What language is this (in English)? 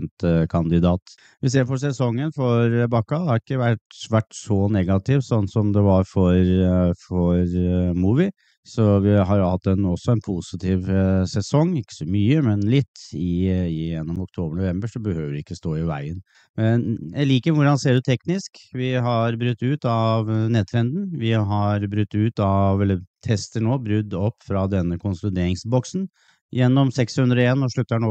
Norwegian